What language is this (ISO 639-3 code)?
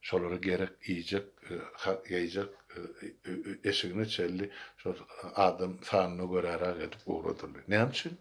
tuk